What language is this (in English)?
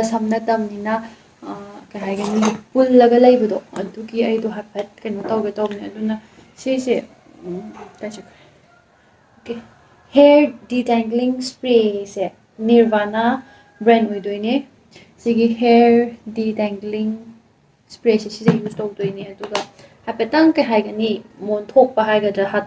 Manipuri